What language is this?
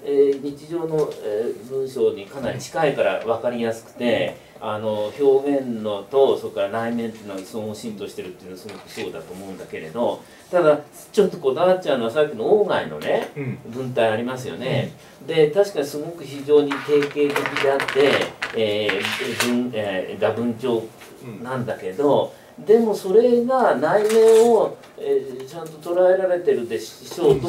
Japanese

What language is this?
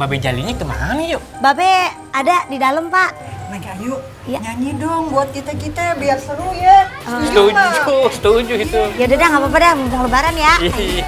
Betawi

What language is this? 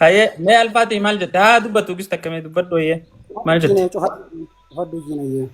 Oromo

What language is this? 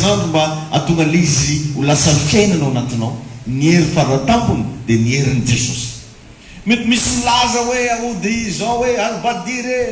Malagasy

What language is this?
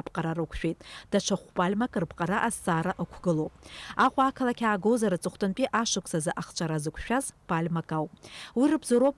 Abkhazian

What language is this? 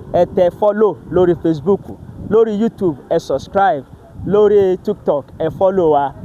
Yoruba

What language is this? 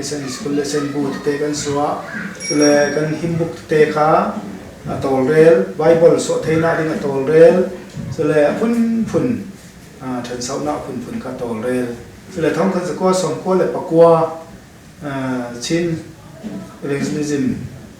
Falam Chin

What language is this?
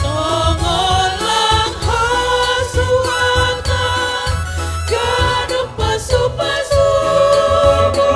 Batak Simalungun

